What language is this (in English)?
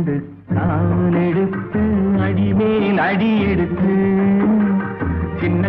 Tamil